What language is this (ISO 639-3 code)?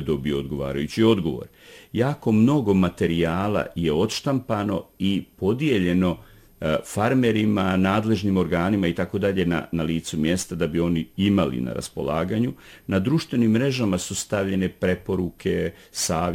bos